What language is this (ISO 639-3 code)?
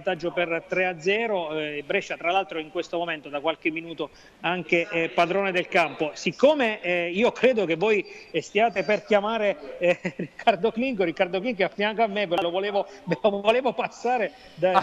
ita